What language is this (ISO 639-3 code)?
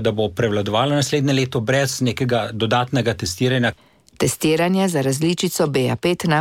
slv